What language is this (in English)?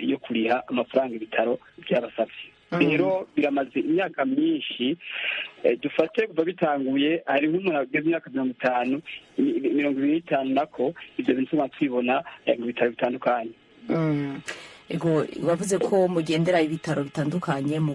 Rundi